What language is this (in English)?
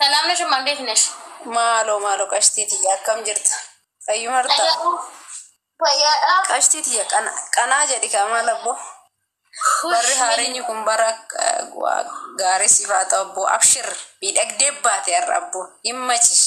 Oromo